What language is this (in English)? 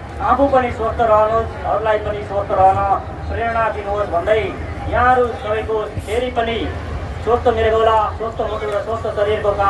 Nepali